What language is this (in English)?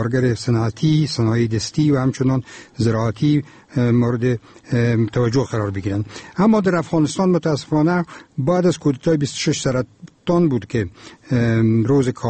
Persian